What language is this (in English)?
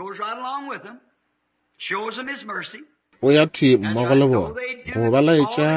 Northern Sotho